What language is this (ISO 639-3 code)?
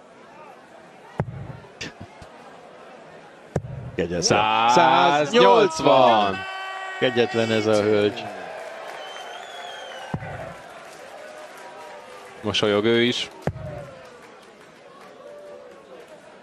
hun